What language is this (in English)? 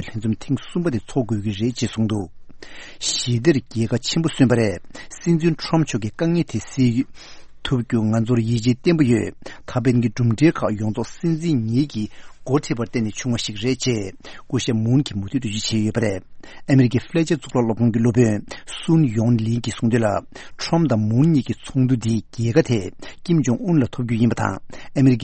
Tibetan